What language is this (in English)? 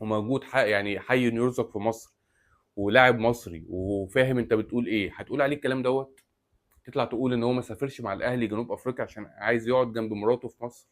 Egyptian Arabic